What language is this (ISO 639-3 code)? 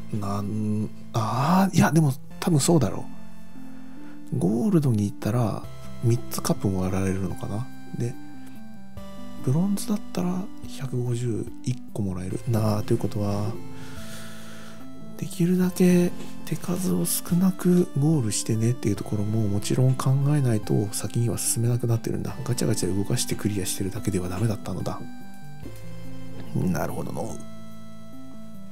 jpn